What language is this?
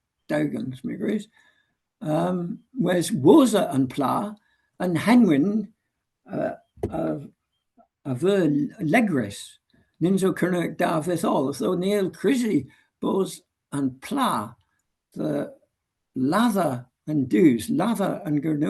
Cornish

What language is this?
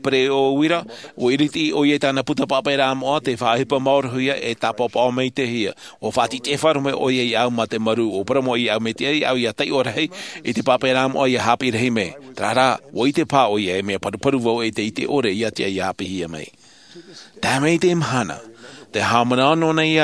Tahitian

